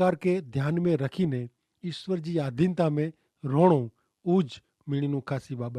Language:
Kachhi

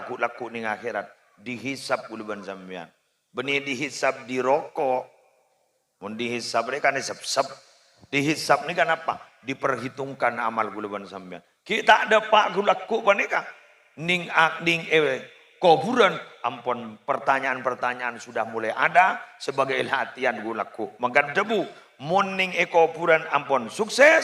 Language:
Madurese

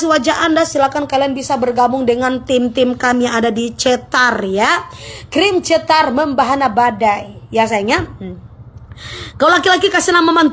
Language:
Manado Malay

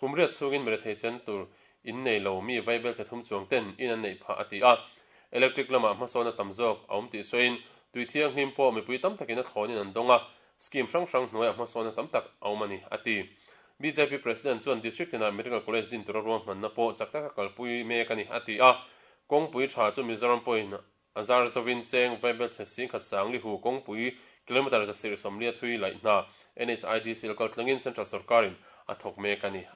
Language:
Mizo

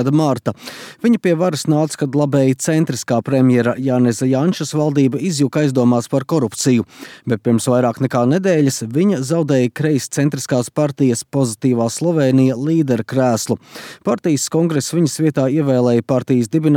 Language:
Latvian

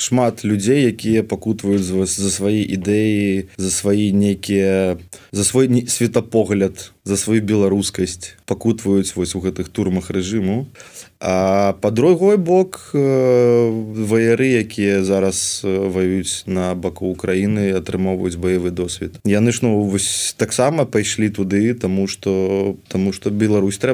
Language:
Belarusian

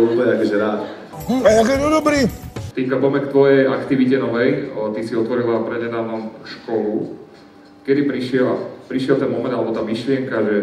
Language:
Slovak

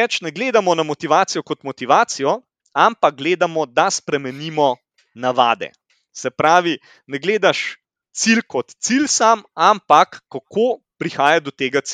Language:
Slovenian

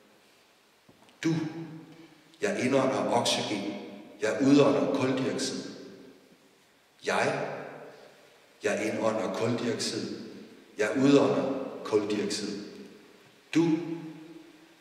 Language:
Danish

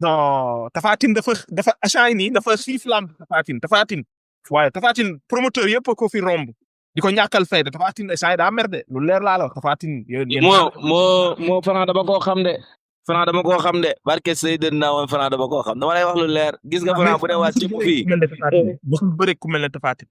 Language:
Wolof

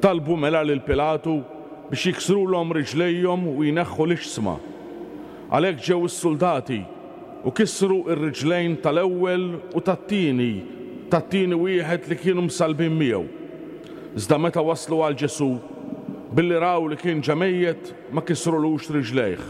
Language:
Maltese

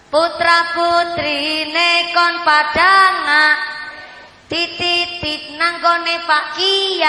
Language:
Javanese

